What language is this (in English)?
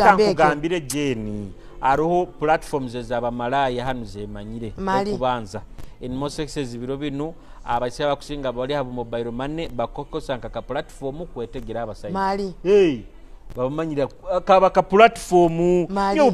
Nyoro